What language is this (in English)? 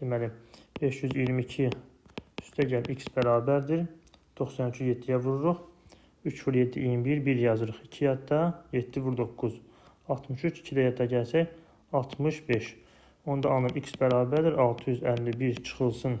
Azerbaijani